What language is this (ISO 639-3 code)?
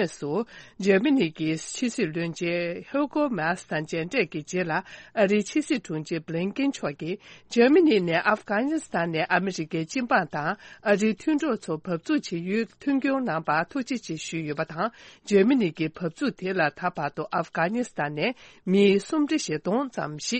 bod